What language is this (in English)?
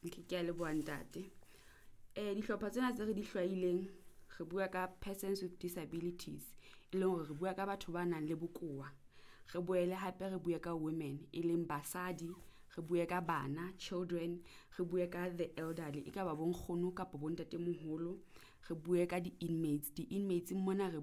Southern Sotho